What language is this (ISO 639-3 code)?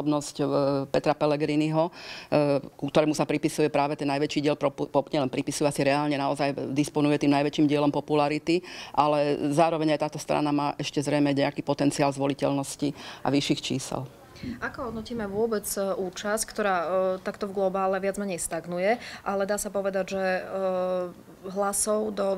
slk